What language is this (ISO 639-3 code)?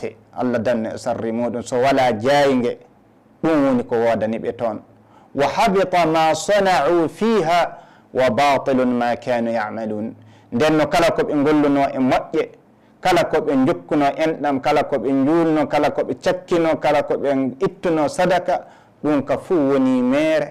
ful